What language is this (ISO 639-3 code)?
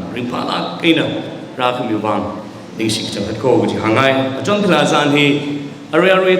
nmf